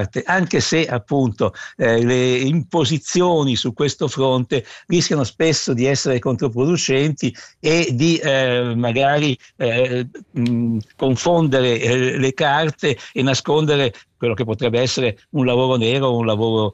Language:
Italian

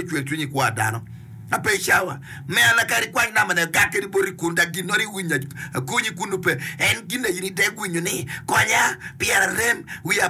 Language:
Acoli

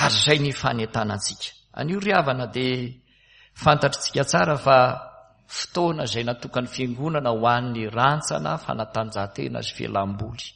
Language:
Malagasy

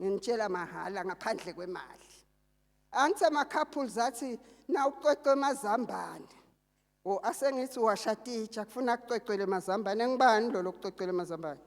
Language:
Zulu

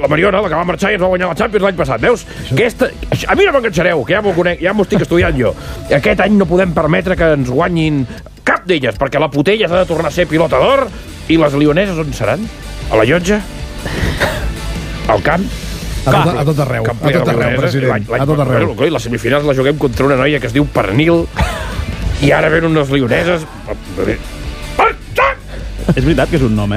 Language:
Catalan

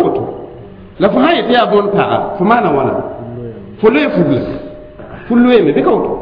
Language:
Mossi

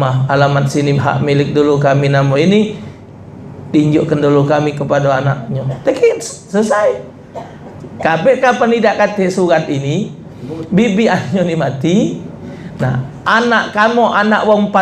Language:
Musi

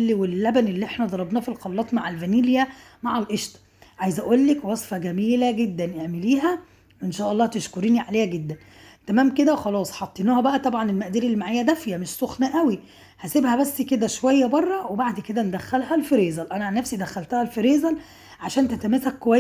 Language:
Egyptian Arabic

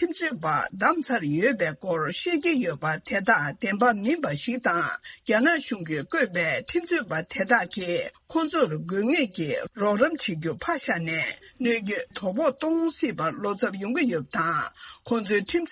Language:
Tibetan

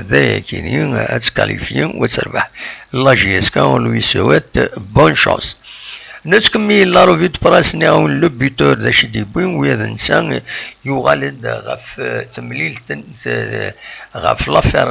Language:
Kabyle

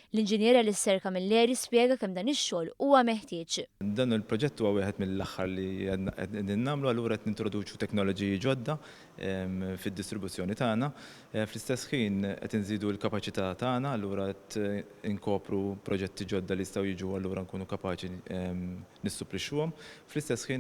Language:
Maltese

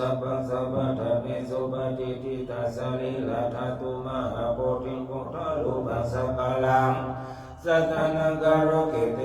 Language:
Pali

